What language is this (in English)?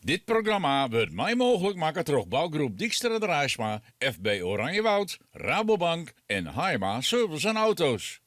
Western Frisian